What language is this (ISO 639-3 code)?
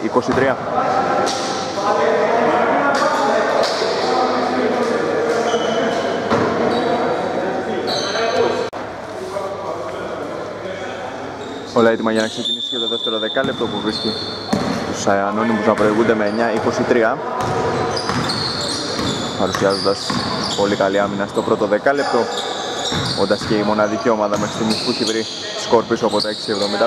ell